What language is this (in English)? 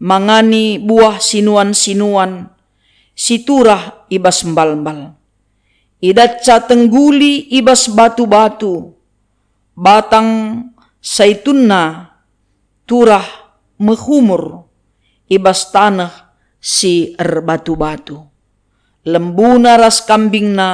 Batak Karo